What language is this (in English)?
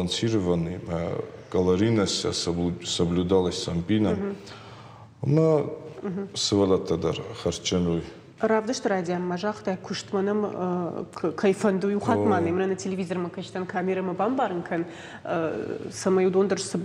Ossetic